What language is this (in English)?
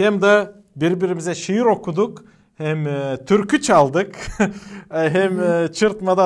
Gagauz